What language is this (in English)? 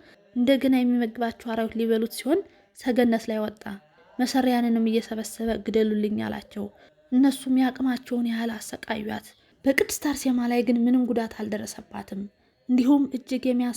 Amharic